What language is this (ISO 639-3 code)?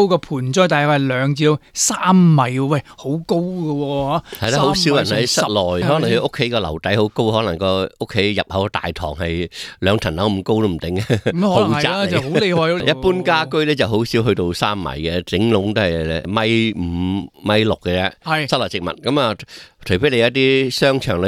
yue